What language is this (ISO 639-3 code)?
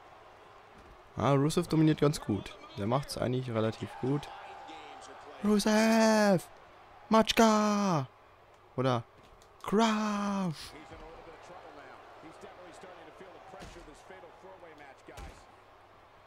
deu